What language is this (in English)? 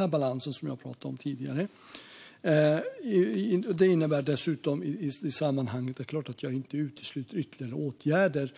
Swedish